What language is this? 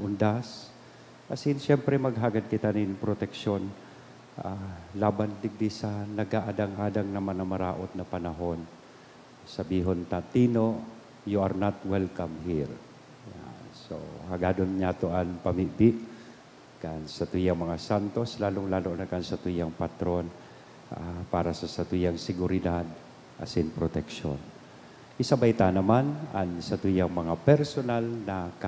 Bikol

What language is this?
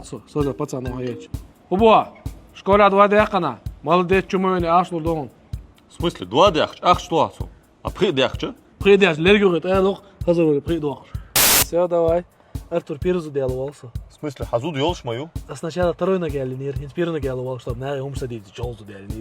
Chechen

